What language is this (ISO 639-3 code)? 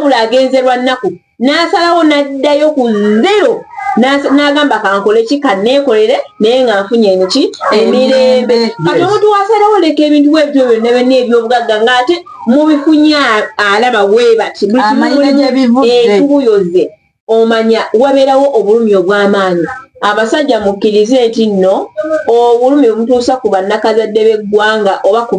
lug